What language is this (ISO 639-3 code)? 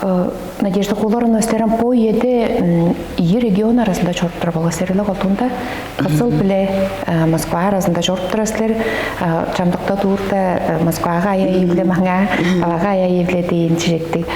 tyv